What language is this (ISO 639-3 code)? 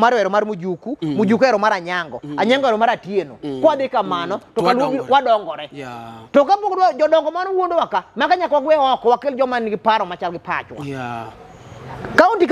luo